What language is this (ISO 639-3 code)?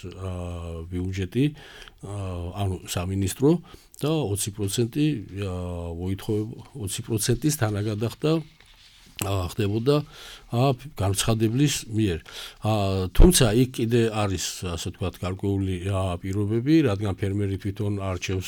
kat